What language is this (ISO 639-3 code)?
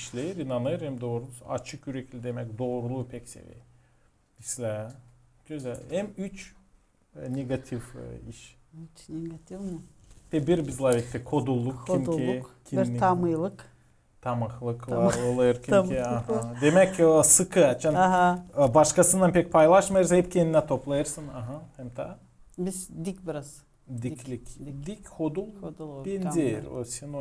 gag